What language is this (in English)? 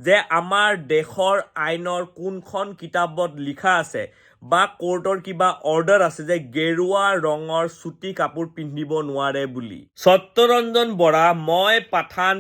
Assamese